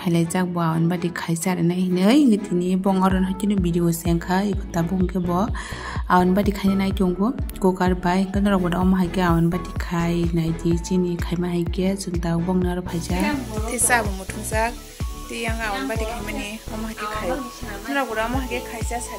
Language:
Kok Borok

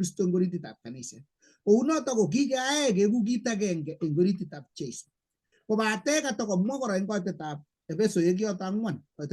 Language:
Kalenjin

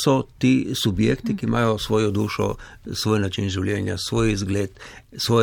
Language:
Slovenian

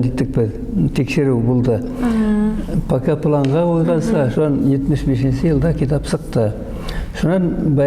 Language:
Bashkir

